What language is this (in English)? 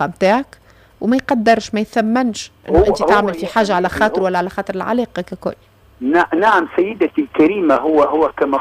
Tunisian Arabic